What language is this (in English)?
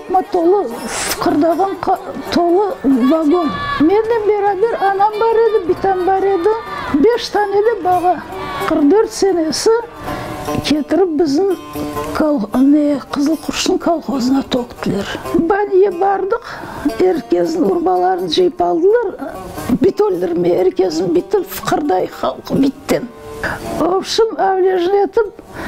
Crimean Tatar